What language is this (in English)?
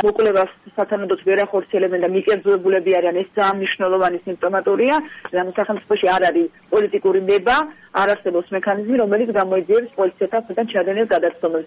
Georgian